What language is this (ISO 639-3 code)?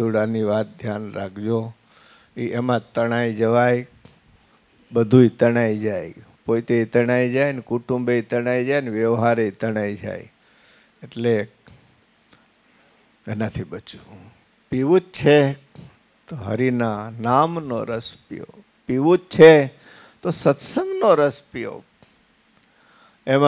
guj